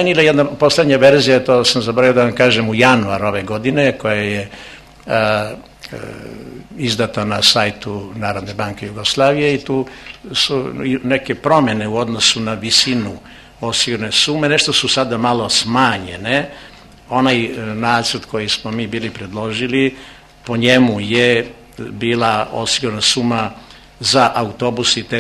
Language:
Serbian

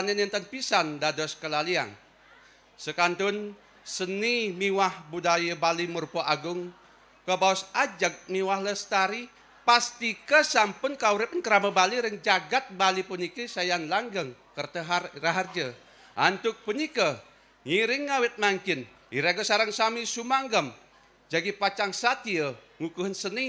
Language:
Balinese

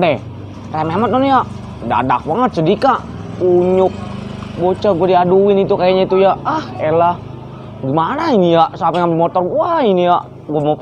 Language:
Betawi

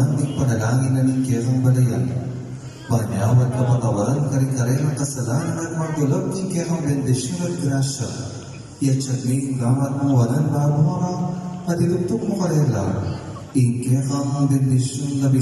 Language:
Pampanga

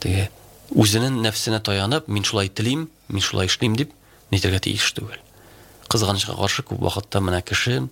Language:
Tatar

